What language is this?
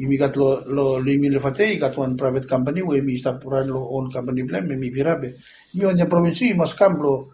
Bislama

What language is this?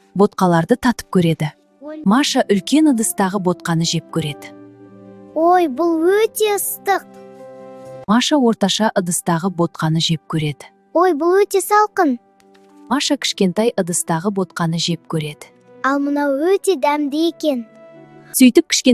Kazakh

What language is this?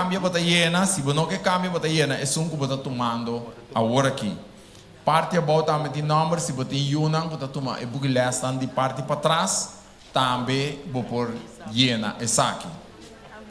Papiamento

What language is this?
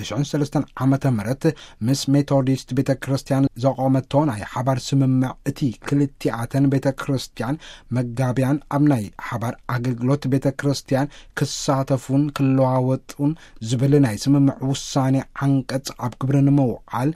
Tigrinya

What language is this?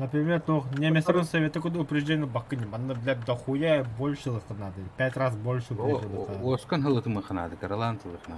Yakut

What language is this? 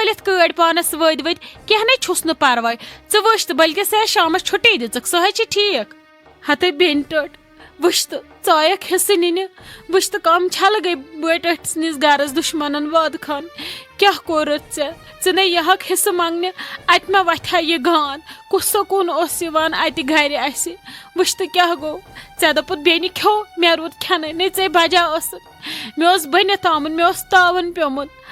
Kashmiri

